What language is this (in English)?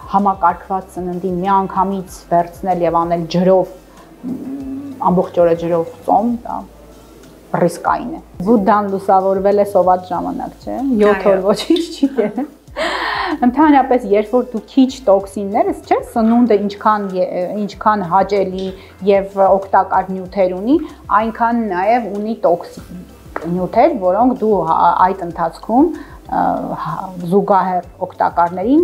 Armenian